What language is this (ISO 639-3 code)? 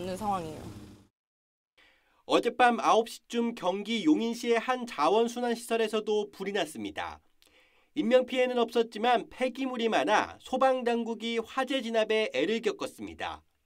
kor